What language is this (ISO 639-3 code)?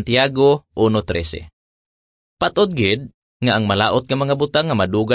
hil